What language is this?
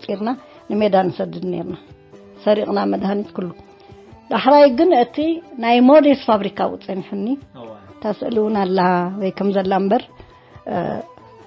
Tigrinya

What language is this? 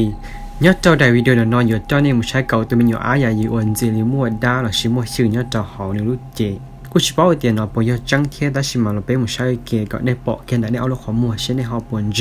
Hmong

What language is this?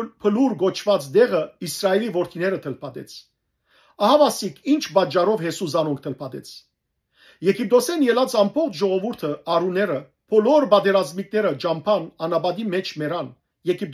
Western Armenian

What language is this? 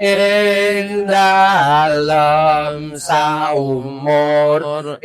Javanese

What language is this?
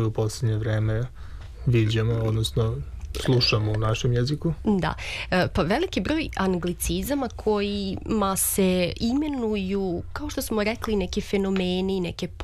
Serbian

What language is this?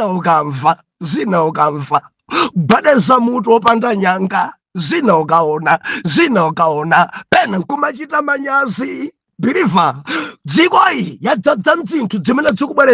Nyanja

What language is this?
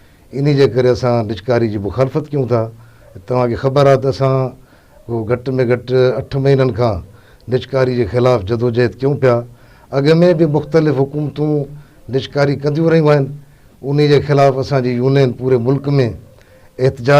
Sindhi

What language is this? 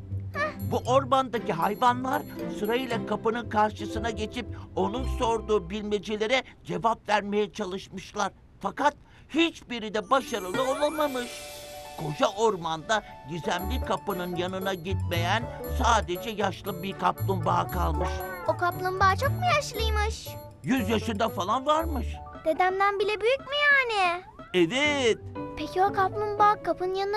Turkish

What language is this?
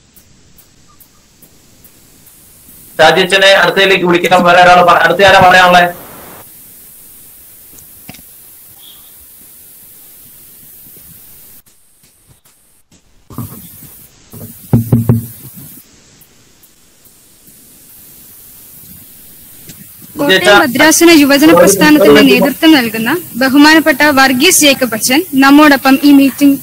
Malayalam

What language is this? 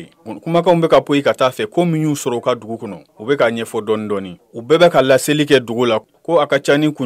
Bambara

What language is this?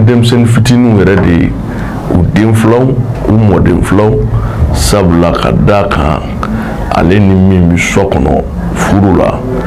Bambara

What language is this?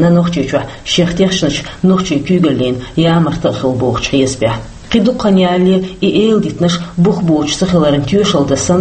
Chechen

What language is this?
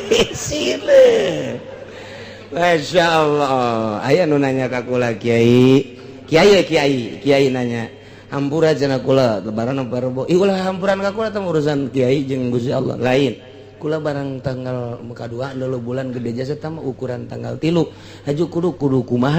Sundanese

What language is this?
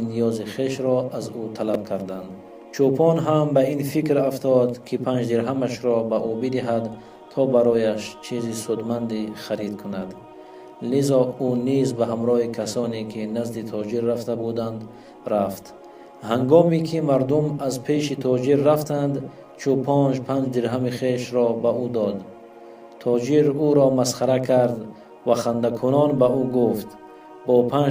Tajik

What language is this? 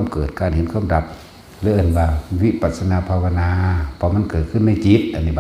Northeastern Thai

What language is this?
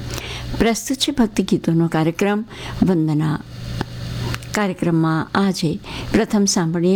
Gujarati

